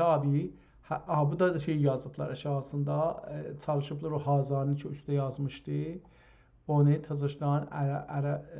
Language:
South Azerbaijani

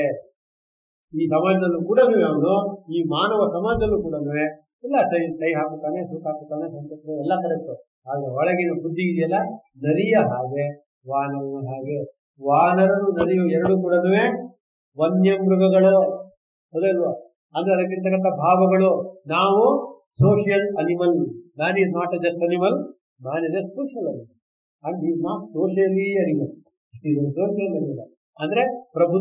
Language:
Kannada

